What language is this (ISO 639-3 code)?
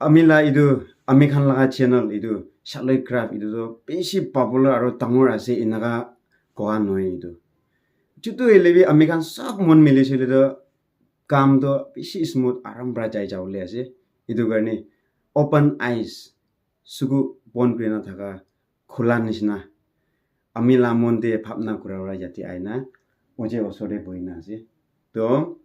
nag